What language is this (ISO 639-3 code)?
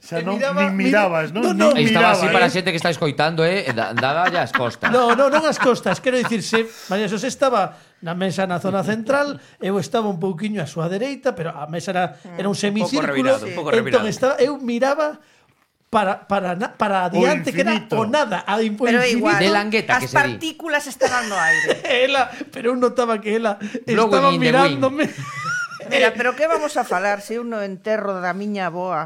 glg